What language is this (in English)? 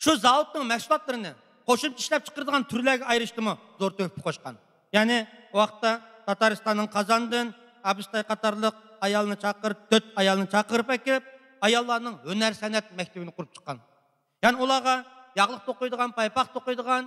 Uyghur